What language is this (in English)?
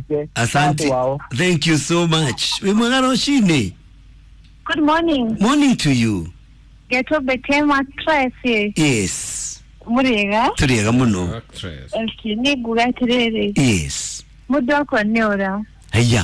Kikuyu